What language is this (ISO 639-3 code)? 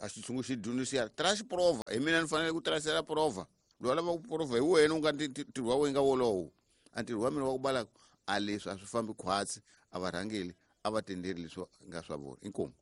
tso